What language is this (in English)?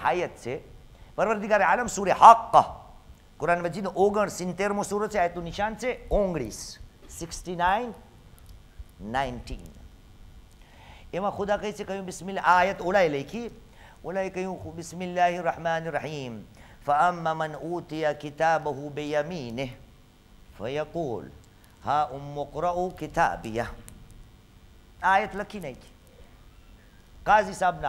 Gujarati